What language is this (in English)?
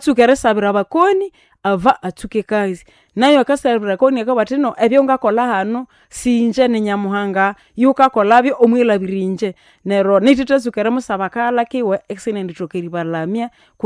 Nande